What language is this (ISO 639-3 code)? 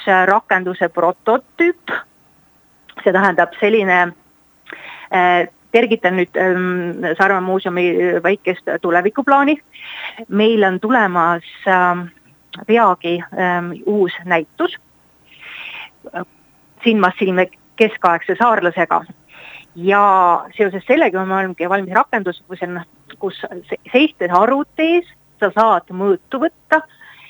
est